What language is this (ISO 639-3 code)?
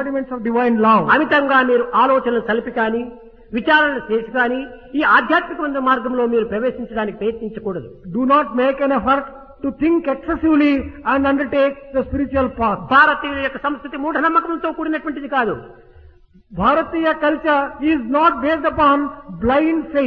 tel